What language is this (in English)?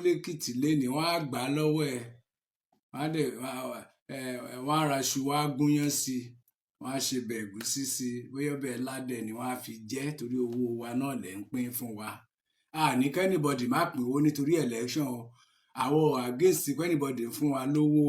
Yoruba